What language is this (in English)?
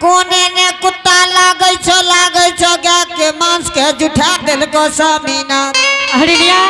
Angika